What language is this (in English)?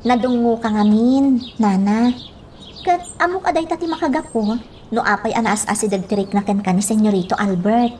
Iloko